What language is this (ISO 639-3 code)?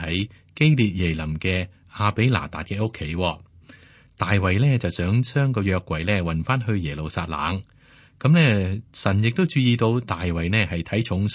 yue